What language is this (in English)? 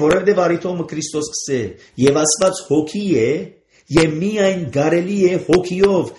Armenian